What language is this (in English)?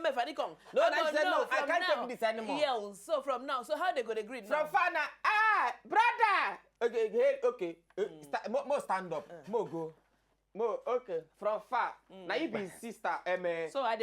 Nigerian Pidgin